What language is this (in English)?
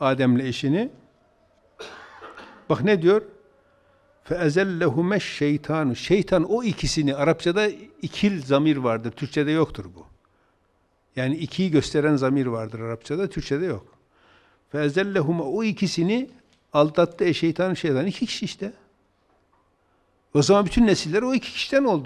Turkish